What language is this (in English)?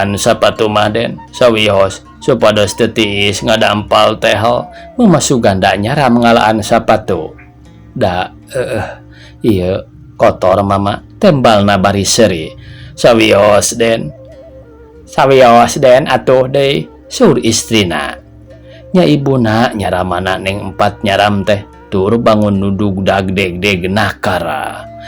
Sundanese